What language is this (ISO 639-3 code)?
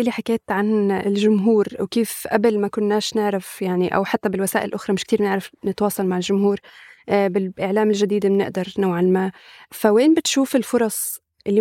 apc